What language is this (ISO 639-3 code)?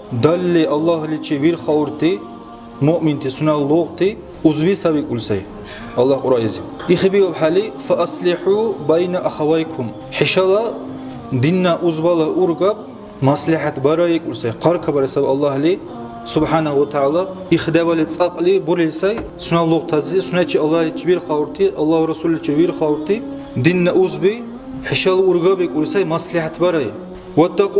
dar